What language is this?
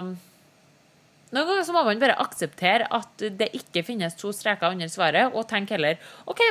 Norwegian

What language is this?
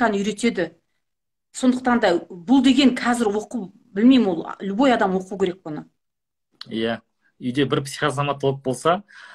Kazakh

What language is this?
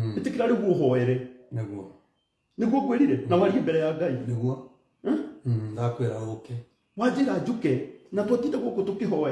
Kikuyu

